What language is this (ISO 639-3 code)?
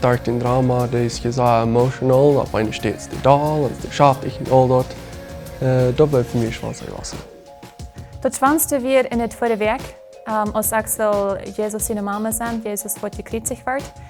pdt